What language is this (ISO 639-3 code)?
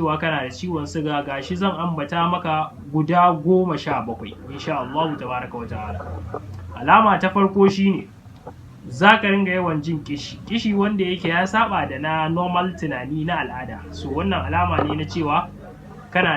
hau